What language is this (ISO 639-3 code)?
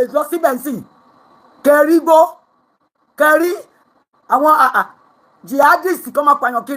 yor